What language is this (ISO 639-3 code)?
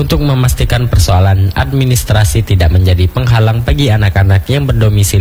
ind